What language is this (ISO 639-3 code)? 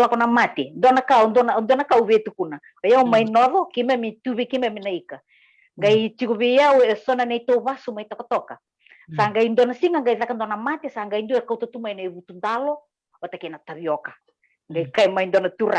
fij